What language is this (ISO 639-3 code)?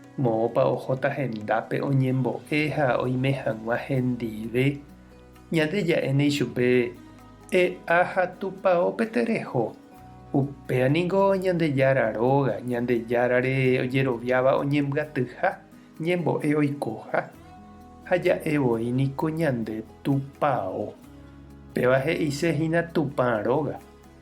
grn